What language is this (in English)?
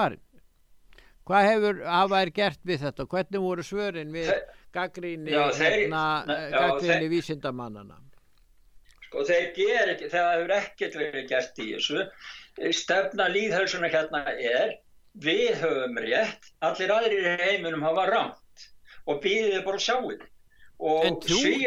Icelandic